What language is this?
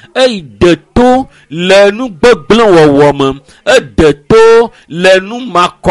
Ewe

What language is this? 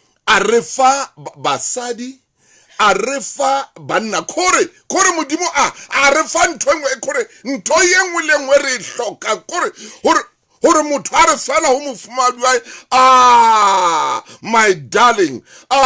Southern Sotho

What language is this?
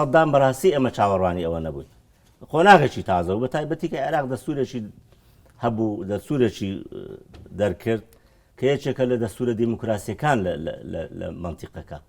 Central Kurdish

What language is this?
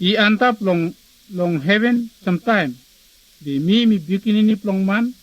Bislama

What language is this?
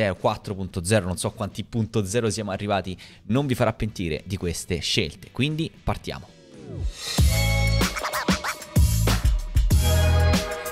Italian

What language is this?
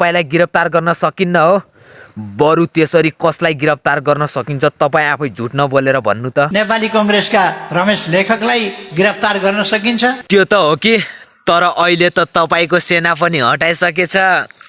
Nepali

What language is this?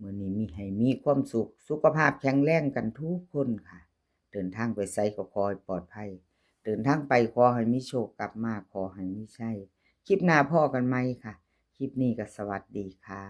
Northeastern Thai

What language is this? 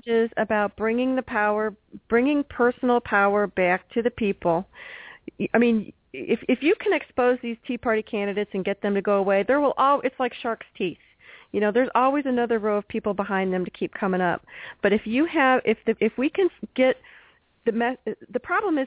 English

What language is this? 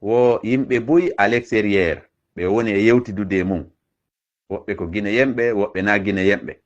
Fula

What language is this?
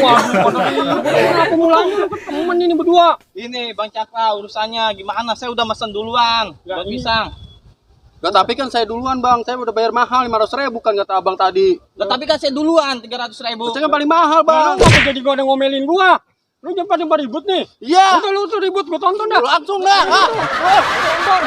Betawi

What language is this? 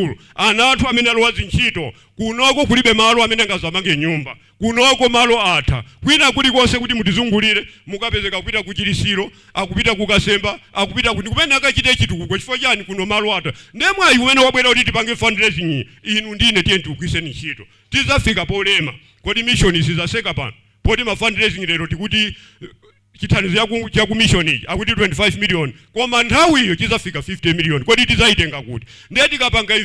Nyanja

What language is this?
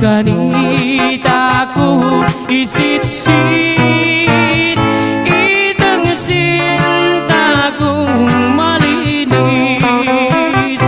Pampanga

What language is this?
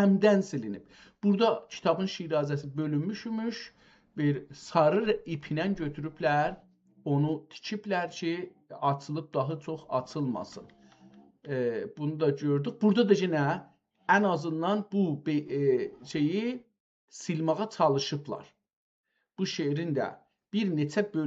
South Azerbaijani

